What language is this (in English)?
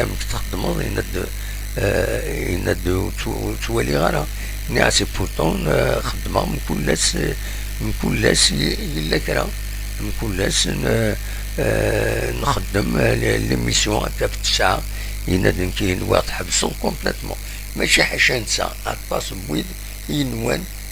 Kabyle